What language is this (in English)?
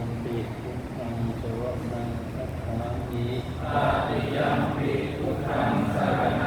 Pali